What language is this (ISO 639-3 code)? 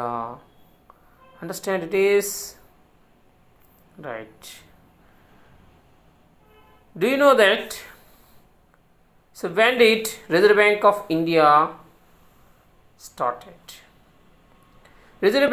eng